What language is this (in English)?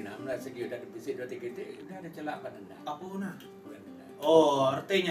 Iban